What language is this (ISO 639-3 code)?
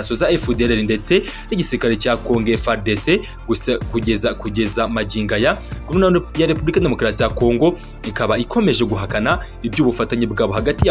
kin